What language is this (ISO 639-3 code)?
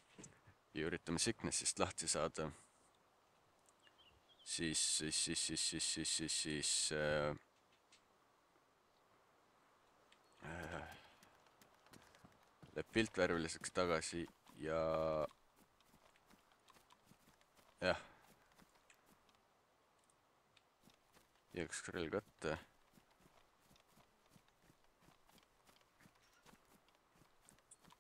est